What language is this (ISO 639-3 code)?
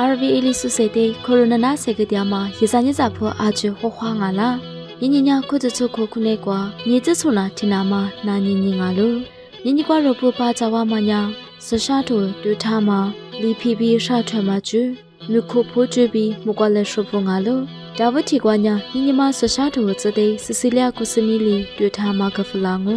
lis